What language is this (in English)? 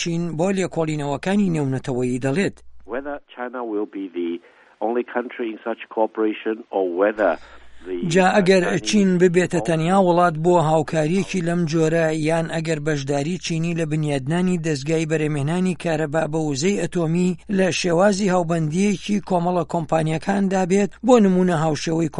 Central Kurdish